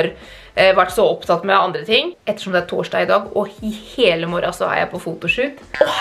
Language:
Norwegian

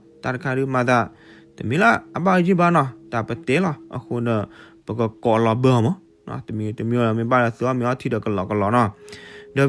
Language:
S'gaw Karen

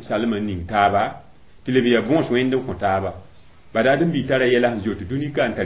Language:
Mossi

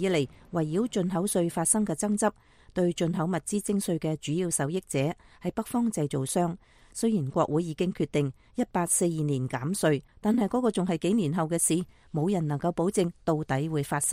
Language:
Cantonese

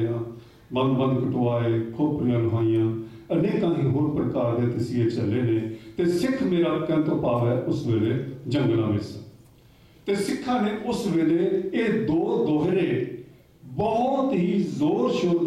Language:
Punjabi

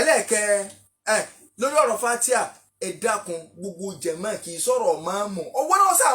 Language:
Yoruba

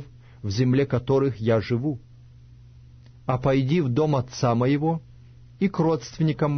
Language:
Russian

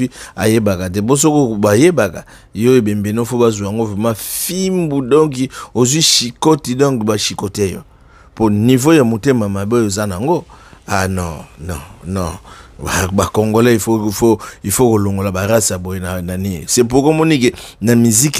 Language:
Lingala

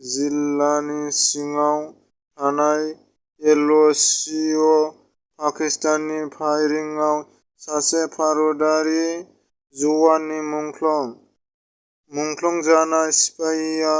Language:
Bodo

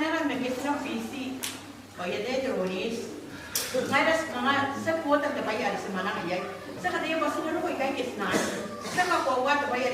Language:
Gilbertese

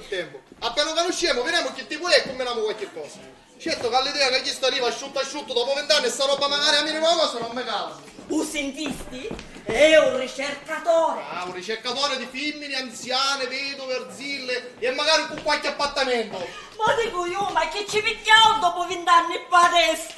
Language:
Sicilian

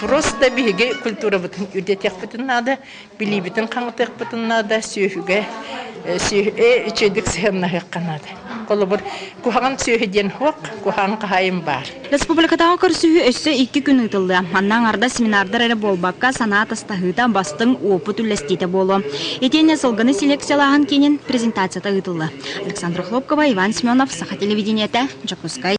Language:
Yakut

